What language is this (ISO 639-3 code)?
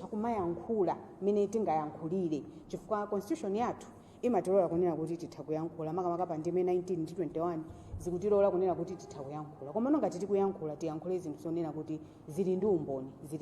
nya